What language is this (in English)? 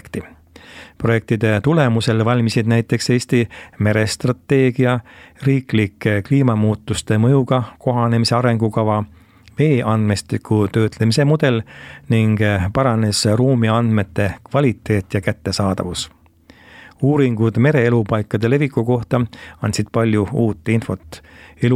Estonian